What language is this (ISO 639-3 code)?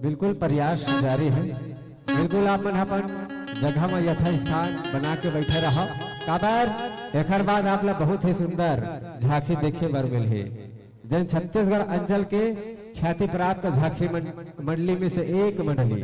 hne